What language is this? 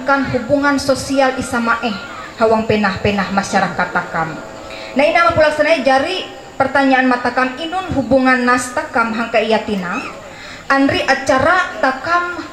Ma'anyan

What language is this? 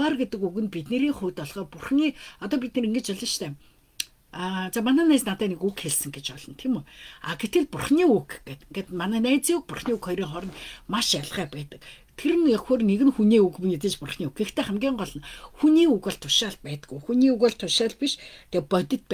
Mongolian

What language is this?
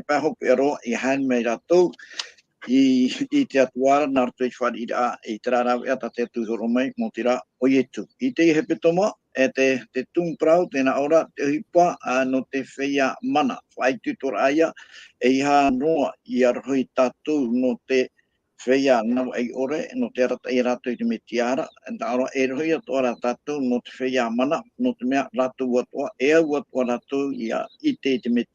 Tahitian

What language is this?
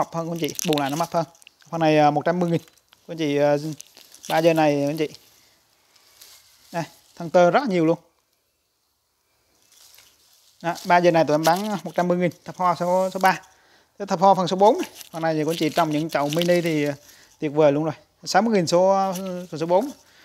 Vietnamese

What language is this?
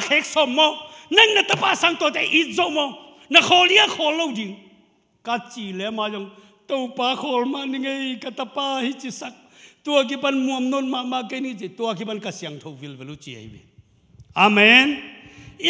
Tedim Chin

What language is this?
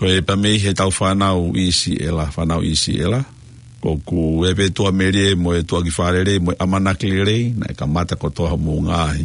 Tongan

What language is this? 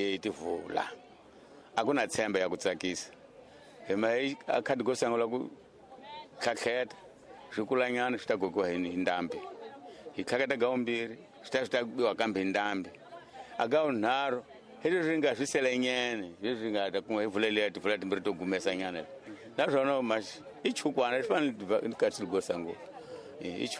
Tsonga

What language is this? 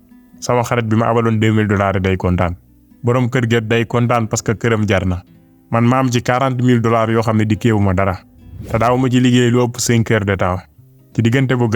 Wolof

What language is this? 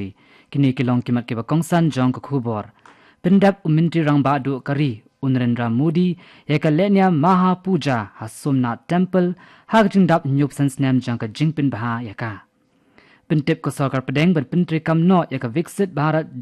Khasi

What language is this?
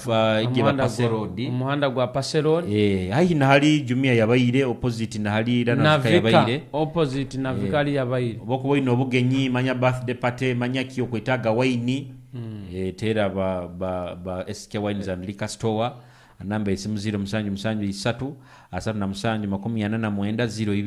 Nyoro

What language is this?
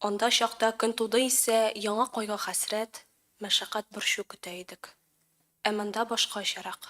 Tatar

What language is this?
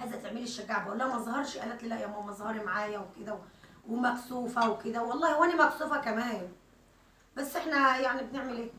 Egyptian Arabic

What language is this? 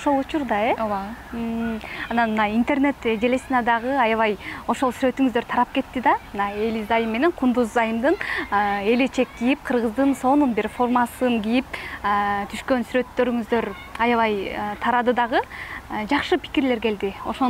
Kyrgyz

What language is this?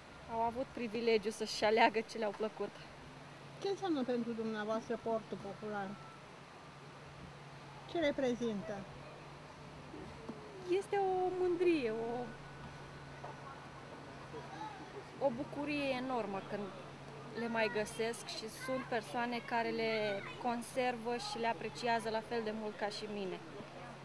Romanian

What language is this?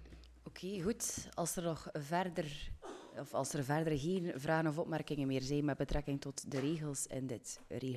Dutch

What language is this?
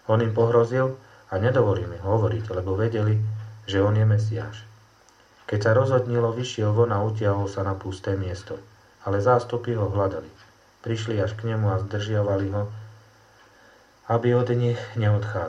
Slovak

